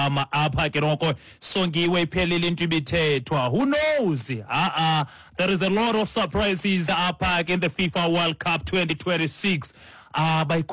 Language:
Xhosa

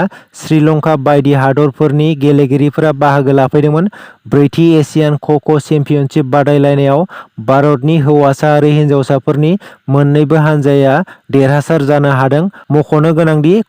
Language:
Bodo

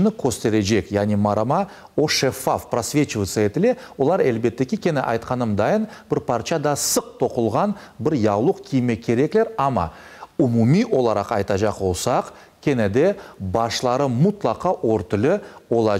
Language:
Crimean Tatar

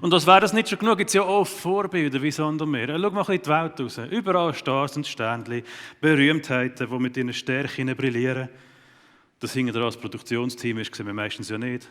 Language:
Swiss German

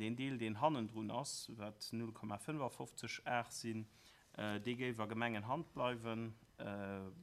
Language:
Luxembourgish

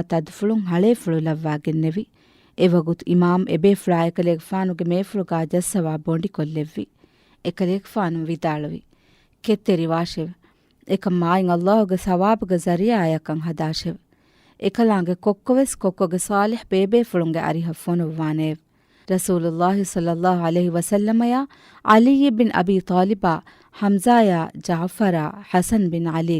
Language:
Divehi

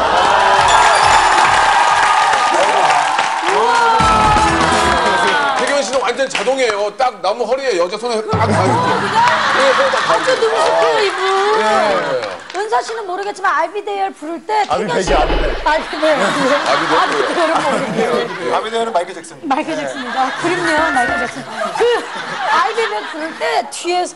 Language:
Korean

